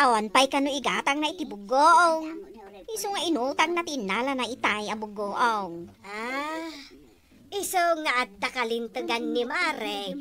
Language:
Iloko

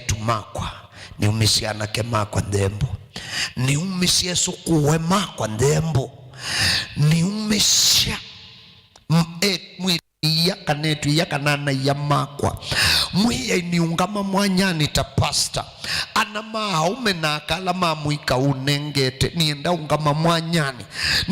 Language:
Kamba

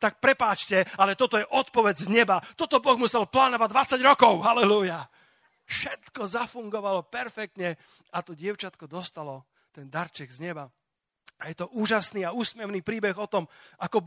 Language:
Slovak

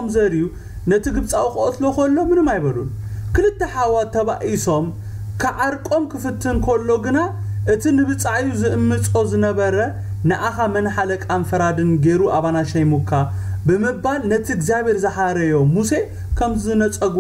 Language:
Tigrinya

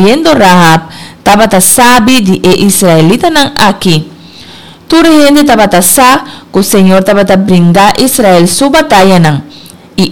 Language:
Papiamento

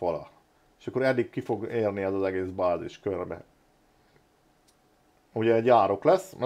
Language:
Hungarian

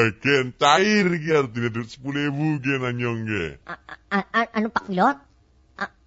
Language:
Javanese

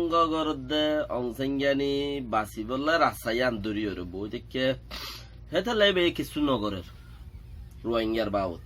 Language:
Rohingya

